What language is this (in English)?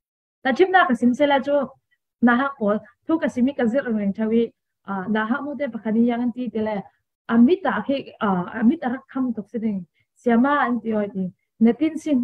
Falam Chin